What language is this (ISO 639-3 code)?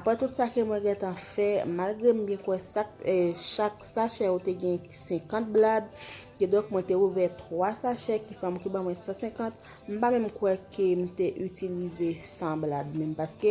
hat